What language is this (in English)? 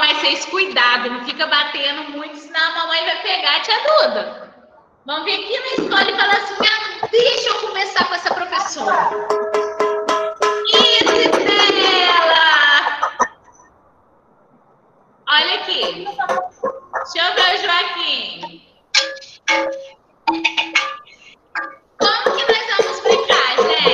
Portuguese